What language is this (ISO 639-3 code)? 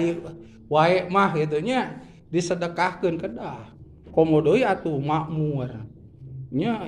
sun